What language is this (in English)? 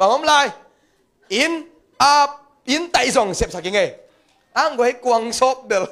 Tedim Chin